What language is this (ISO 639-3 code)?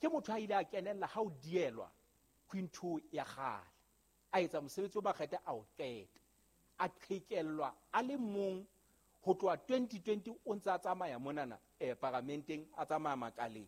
sot